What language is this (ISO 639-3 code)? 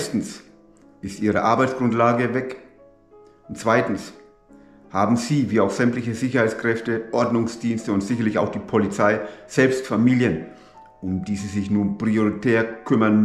deu